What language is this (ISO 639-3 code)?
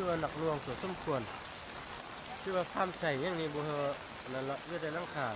lao